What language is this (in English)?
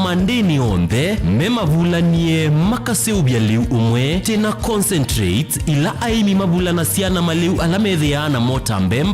Kamba